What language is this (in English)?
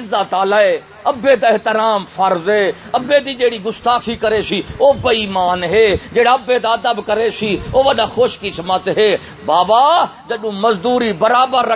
Saraiki